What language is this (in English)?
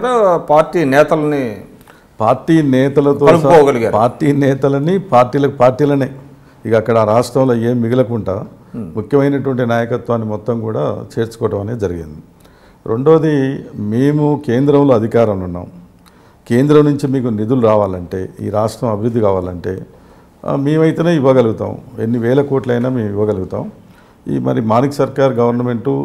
Telugu